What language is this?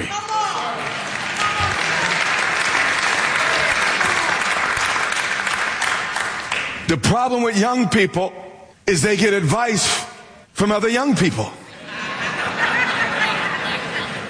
English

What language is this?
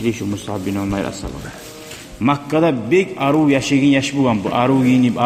Kumyk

